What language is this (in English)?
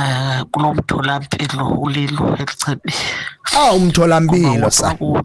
Xhosa